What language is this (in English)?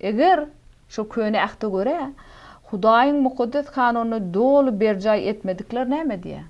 Turkmen